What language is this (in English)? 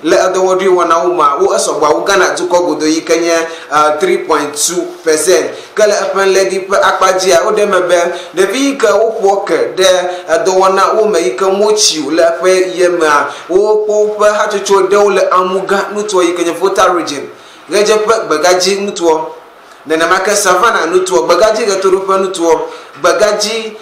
Ewe